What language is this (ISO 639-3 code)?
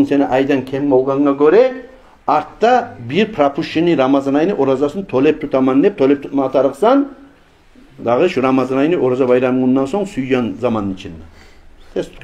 kum